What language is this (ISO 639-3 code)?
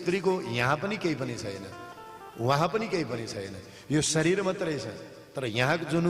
nep